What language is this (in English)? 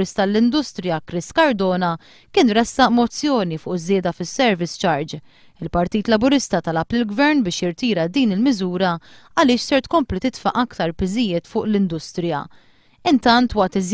Maltese